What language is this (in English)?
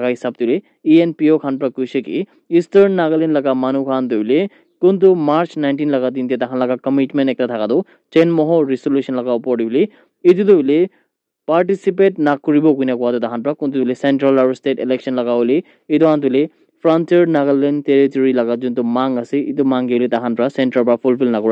Naga Pidgin